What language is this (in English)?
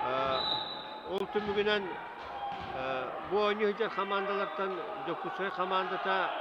Yakut